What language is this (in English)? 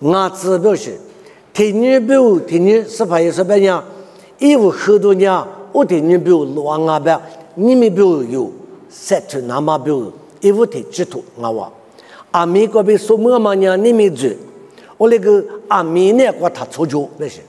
Lisu